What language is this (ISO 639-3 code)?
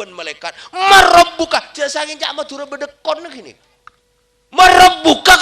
mad